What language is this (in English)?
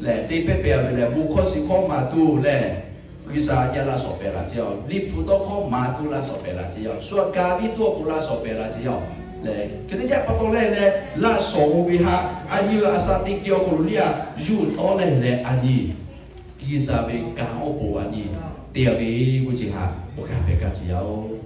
Lahu